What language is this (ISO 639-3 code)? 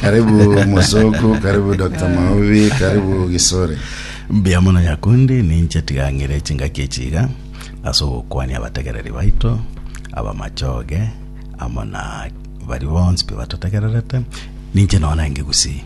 guz